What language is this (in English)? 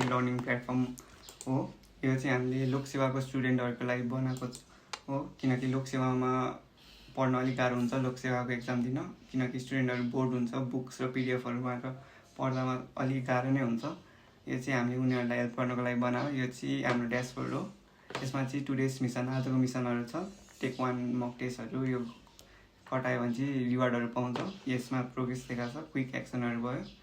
Nepali